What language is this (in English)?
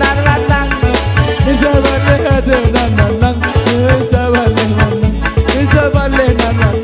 Minangkabau